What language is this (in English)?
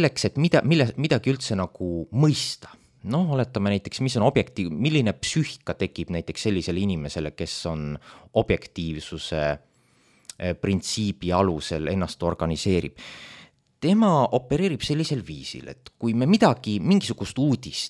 Estonian